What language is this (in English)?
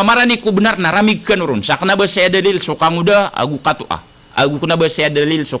Maranao